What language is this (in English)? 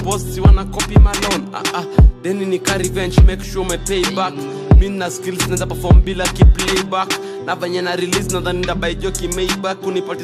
Swahili